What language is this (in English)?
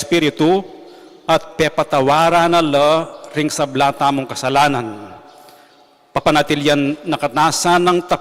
Pampanga